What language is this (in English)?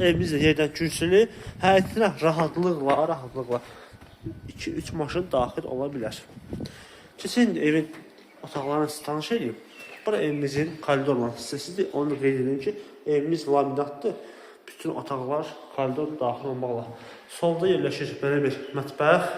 Azerbaijani